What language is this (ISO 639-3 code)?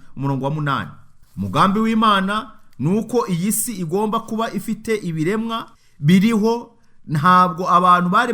kin